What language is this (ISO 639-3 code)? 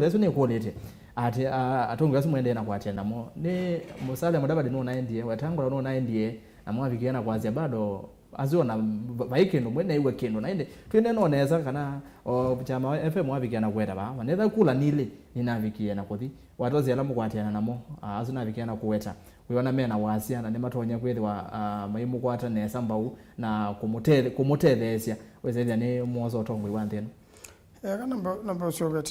kam